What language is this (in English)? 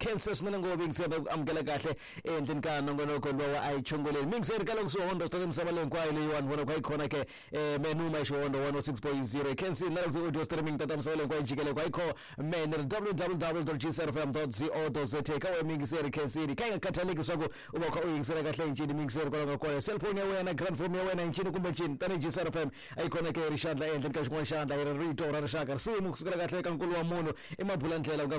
Tsonga